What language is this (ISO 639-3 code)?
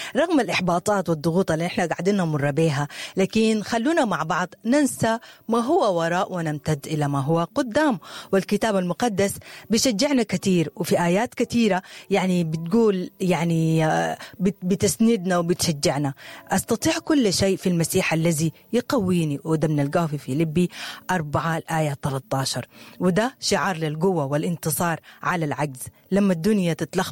apd